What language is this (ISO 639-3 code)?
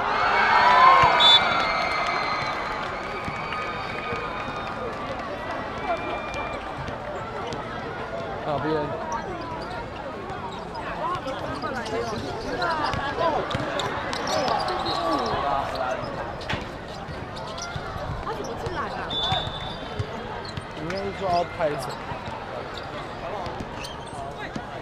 zho